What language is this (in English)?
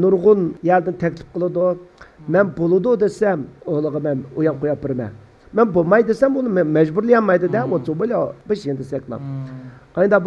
Uyghur